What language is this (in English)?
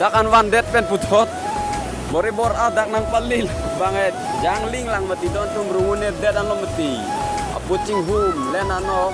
Karbi